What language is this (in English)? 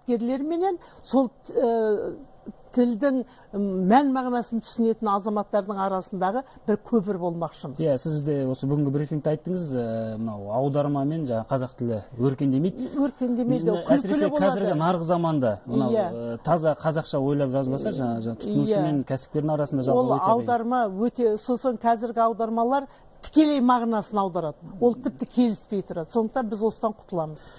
Kazakh